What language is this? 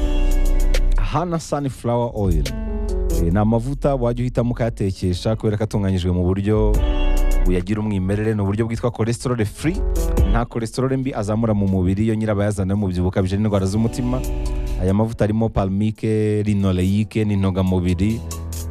Kinyarwanda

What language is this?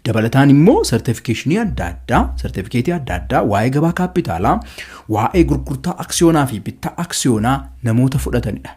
Oromo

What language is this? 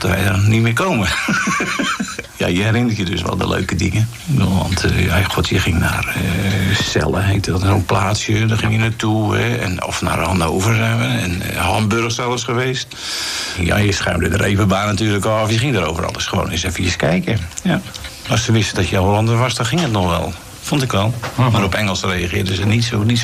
Dutch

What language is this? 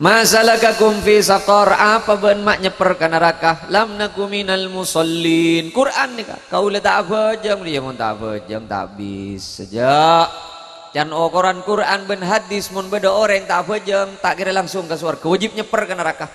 Madurese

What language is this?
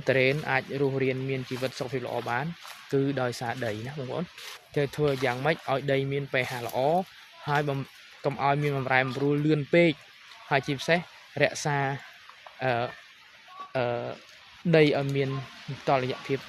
Khmer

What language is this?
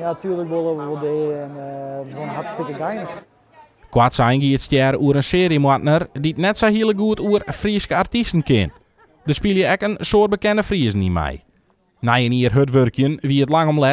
Western Frisian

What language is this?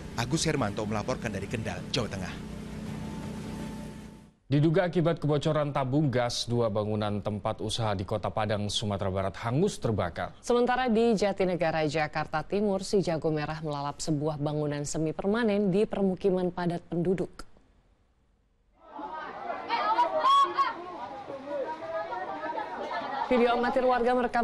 Indonesian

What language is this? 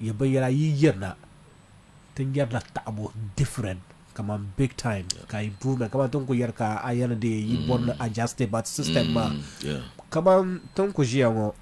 Dagbani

